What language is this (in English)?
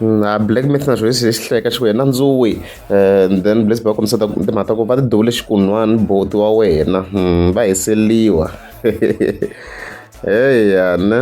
Tsonga